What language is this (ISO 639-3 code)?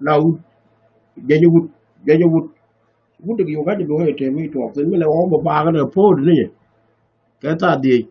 nus